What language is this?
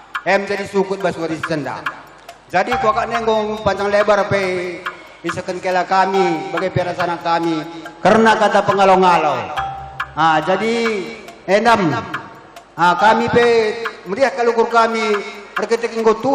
Batak Karo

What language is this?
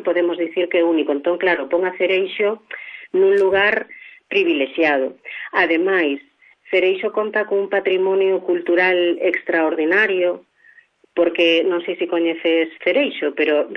Galician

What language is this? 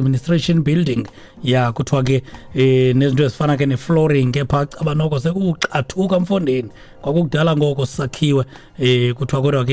Xhosa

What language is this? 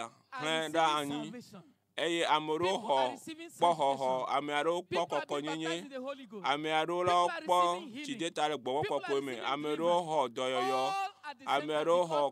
Ewe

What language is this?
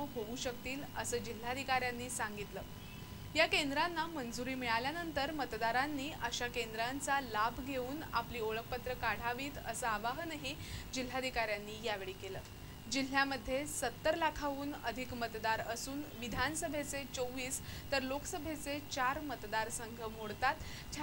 Marathi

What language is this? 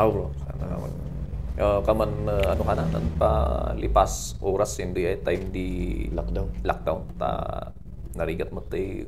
Kankanaey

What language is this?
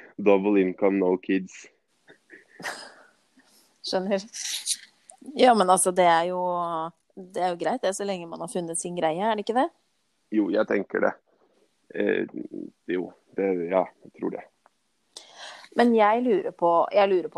Norwegian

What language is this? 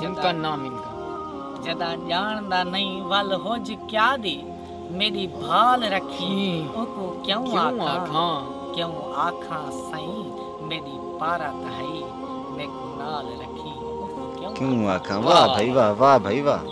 Saraiki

